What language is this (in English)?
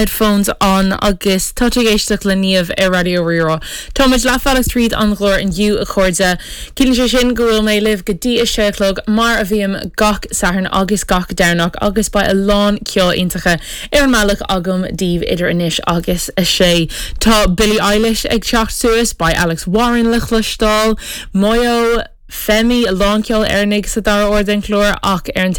Irish